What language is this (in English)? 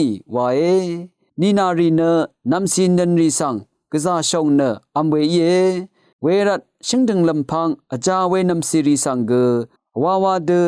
Rawang